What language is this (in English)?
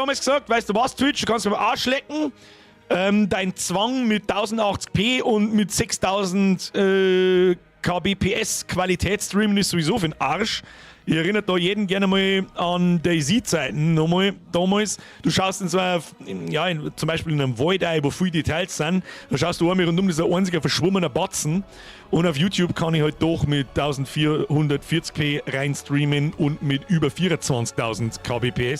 Bavarian